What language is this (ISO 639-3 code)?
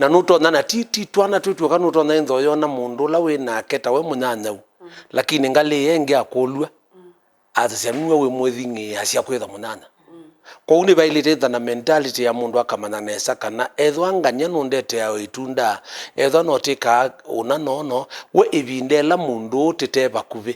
kam